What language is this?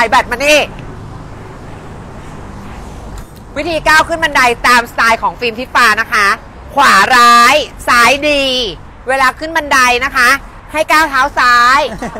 Thai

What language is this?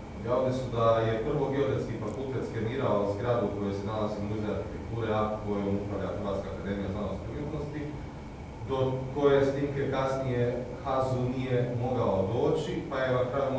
Croatian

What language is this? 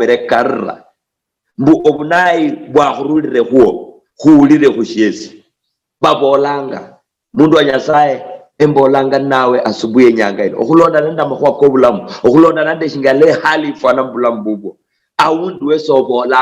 Luyia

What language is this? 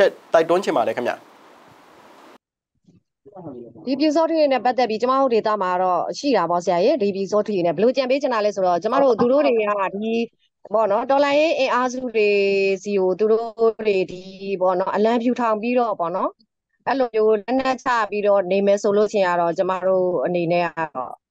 Burmese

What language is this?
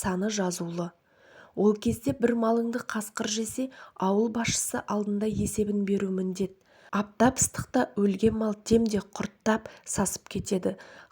Kazakh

